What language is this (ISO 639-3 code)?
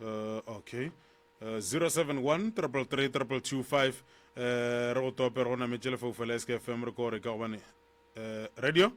nso